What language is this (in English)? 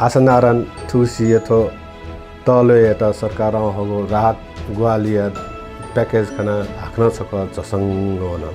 Newari